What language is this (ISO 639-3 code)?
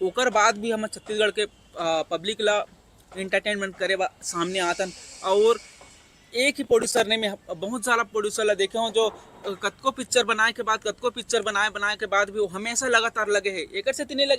hne